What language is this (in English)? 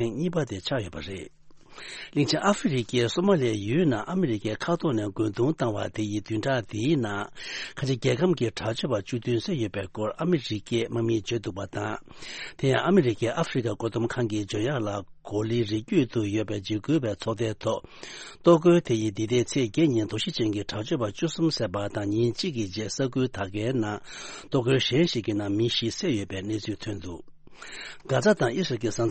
Tibetan